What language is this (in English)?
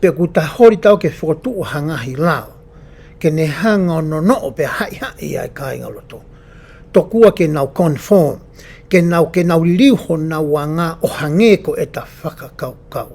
Tongan